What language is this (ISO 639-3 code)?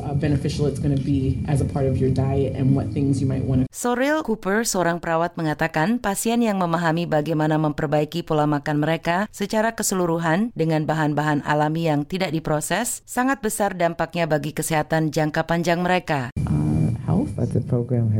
ind